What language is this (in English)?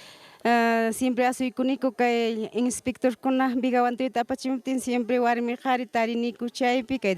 Ayacucho Quechua